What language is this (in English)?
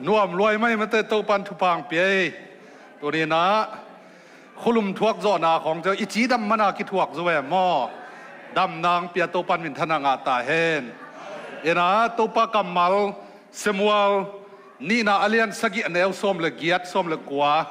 Tedim Chin